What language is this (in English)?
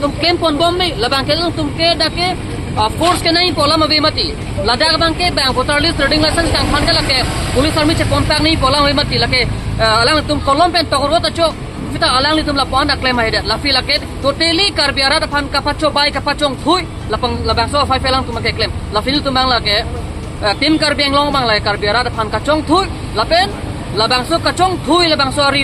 Karbi